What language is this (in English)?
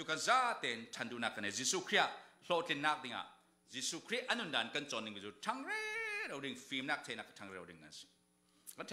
Falam Chin